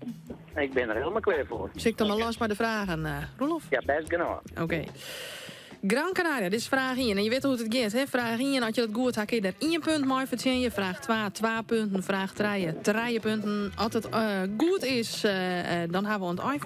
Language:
Western Frisian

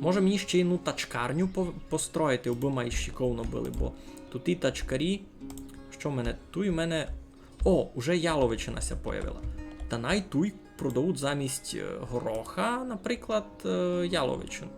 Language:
Rusyn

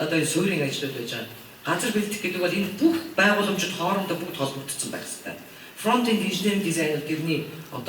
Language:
Mongolian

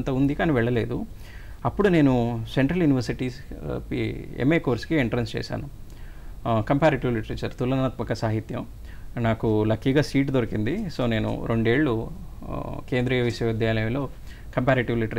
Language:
Telugu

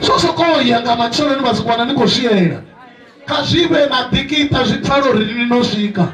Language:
Venda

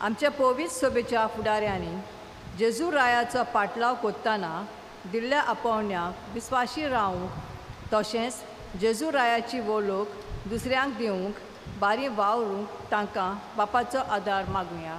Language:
Konkani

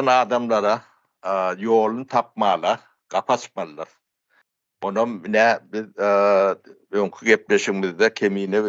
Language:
Turkmen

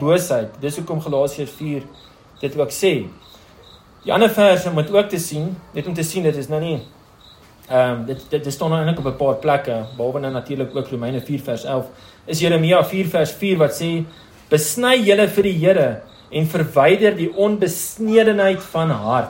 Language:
Afrikaans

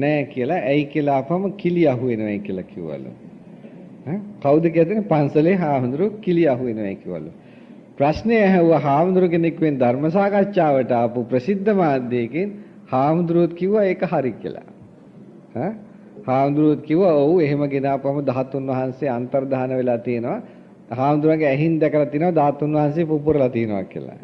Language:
Sinhala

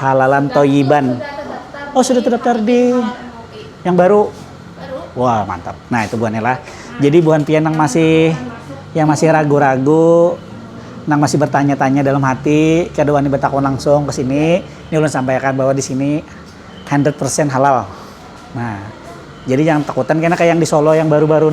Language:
Banjar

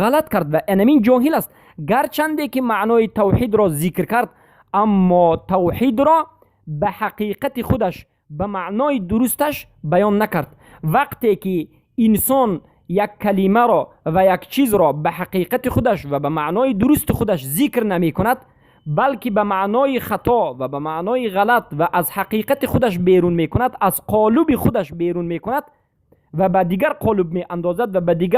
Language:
Persian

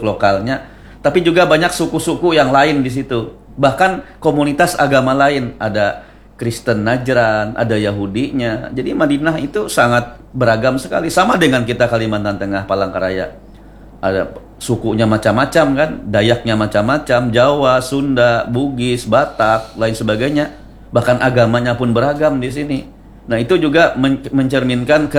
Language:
Indonesian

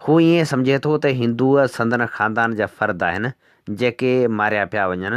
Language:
Sindhi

